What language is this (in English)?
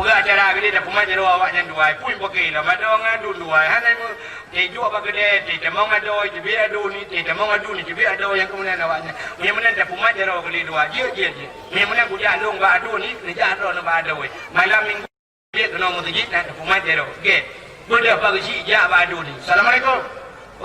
Achinese